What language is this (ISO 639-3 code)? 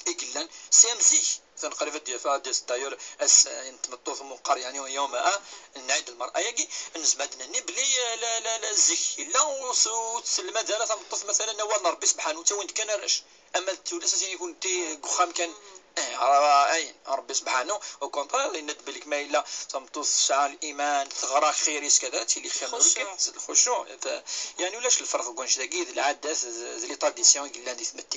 kab